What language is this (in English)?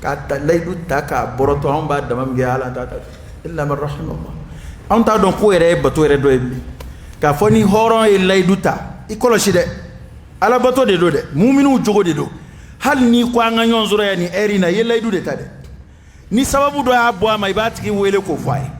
Dyula